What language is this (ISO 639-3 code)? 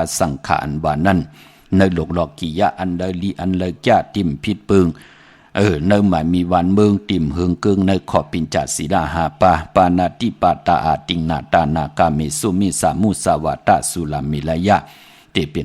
shn